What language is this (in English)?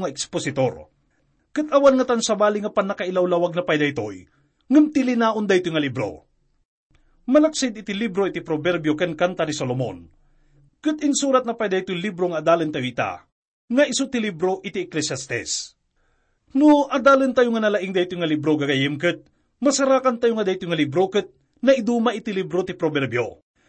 Iloko